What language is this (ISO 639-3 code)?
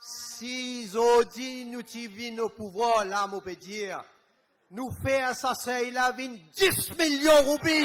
mfe